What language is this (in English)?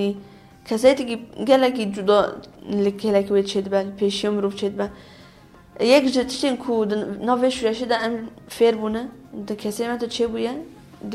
Kurdish